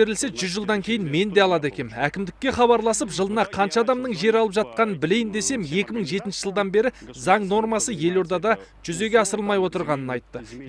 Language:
Kazakh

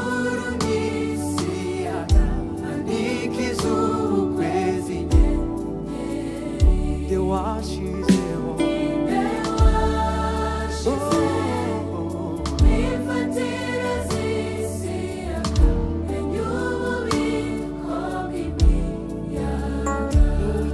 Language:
Kinyarwanda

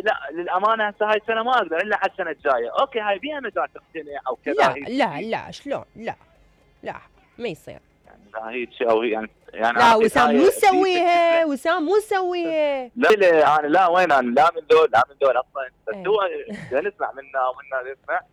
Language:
Mesopotamian Arabic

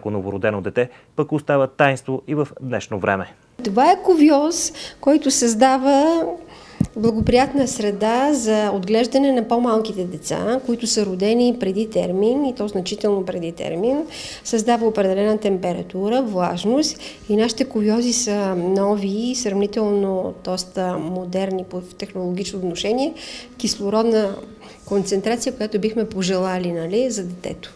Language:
Bulgarian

